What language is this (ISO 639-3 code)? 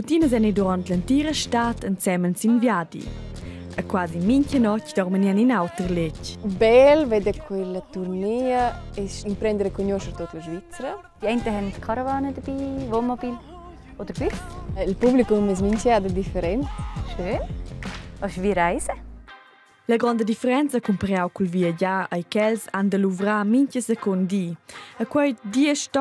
roh